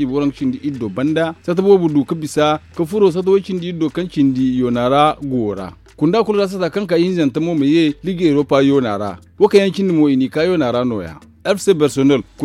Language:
Zarma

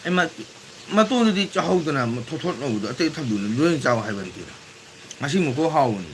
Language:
Manipuri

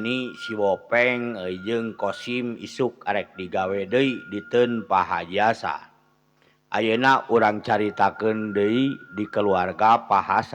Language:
Sundanese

